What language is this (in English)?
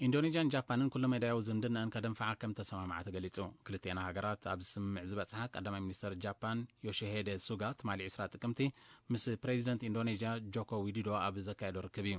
Tigrinya